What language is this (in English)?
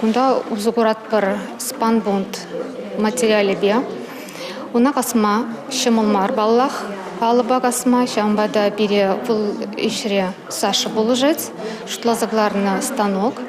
Chuvash